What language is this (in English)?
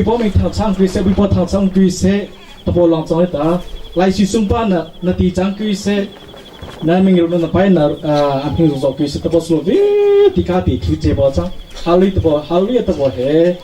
Hakha Chin